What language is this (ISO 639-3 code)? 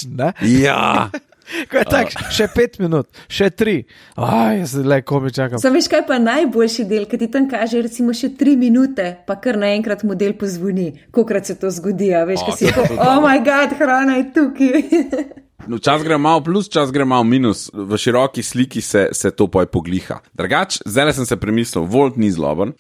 slv